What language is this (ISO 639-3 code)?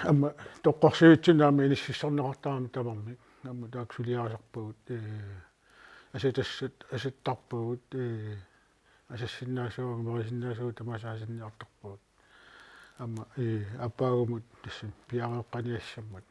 kal